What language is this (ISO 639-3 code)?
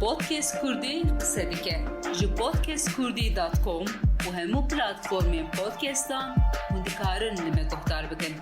kur